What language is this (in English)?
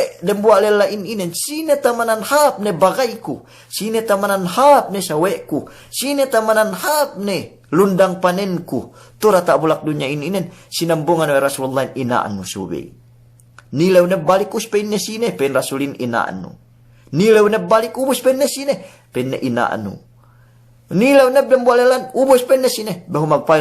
Yakan